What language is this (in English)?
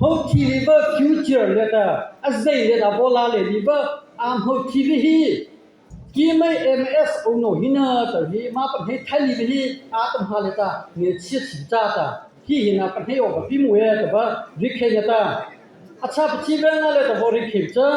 Mara Chin